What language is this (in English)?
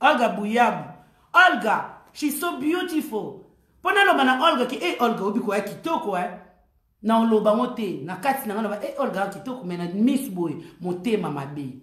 Lingala